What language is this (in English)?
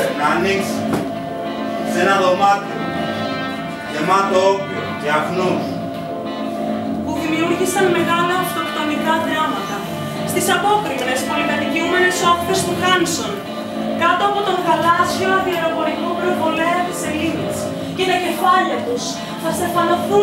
Greek